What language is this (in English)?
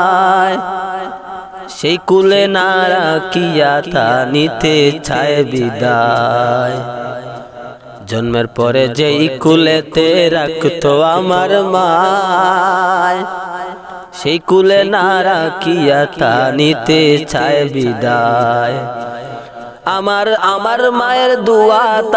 Bangla